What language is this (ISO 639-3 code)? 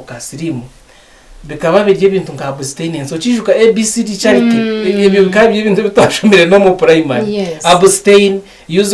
nyn